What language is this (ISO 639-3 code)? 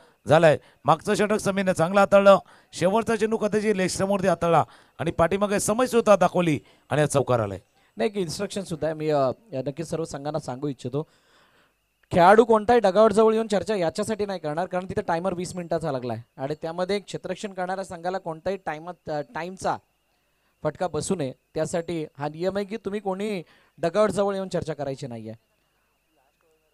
mar